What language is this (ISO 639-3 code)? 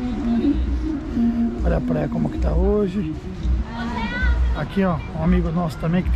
por